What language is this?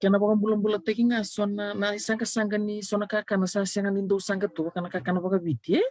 Fijian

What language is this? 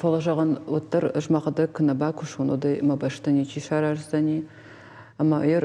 Ossetic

